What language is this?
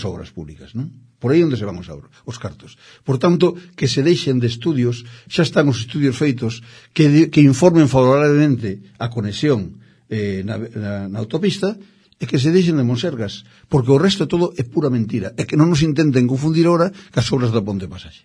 Galician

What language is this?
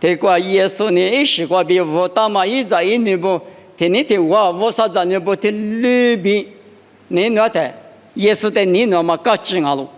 Lisu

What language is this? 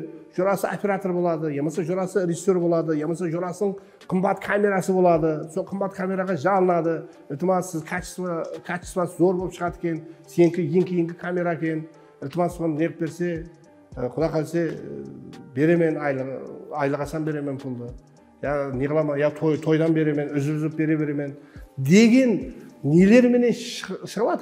Kara-Kalpak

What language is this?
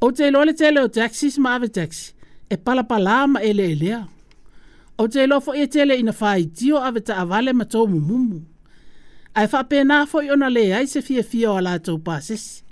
Samoan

